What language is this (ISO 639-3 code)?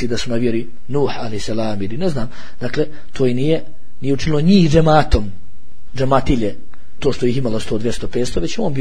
bos